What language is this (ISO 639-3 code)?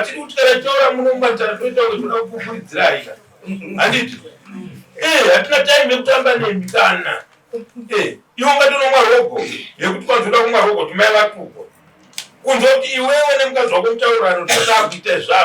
sna